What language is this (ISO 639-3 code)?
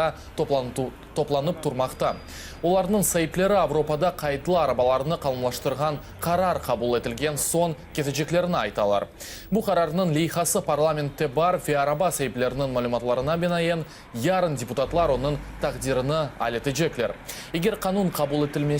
crh